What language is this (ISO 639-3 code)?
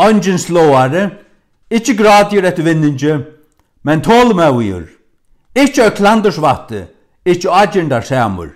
fao